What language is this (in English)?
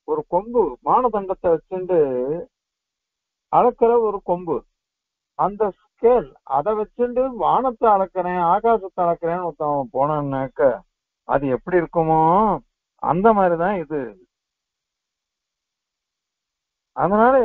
Tamil